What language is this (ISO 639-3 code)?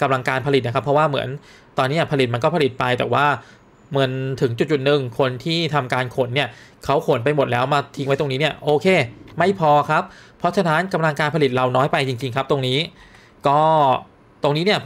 tha